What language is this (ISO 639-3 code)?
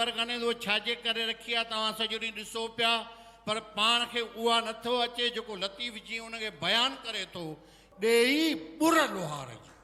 snd